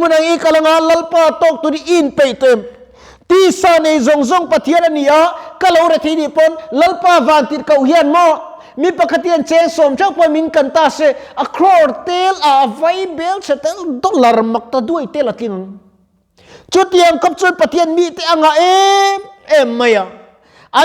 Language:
Mizo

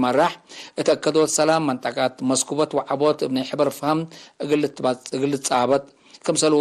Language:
Tigre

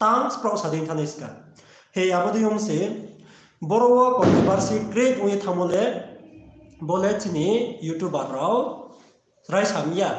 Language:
Riang (India)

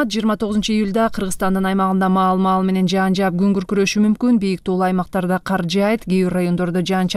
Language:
Kyrgyz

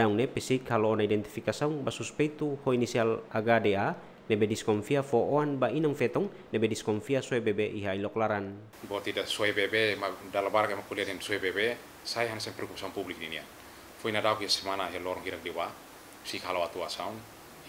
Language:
Tetum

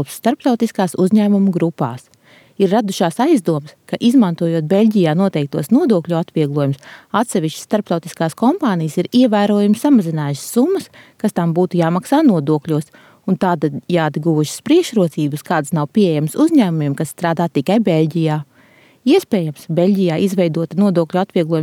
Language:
Latvian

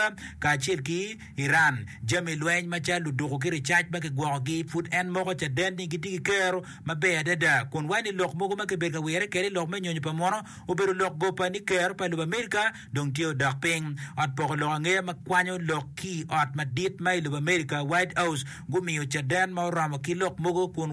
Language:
Acoli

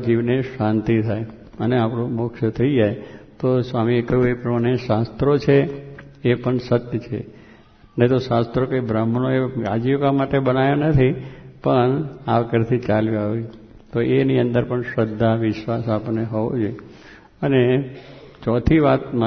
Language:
Gujarati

